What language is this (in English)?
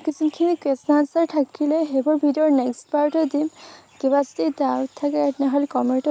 Assamese